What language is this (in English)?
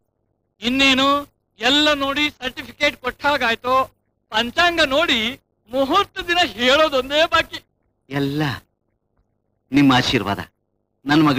Kannada